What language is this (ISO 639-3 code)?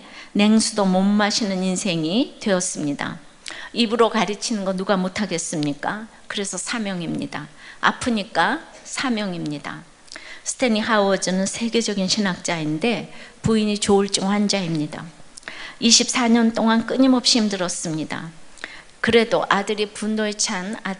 kor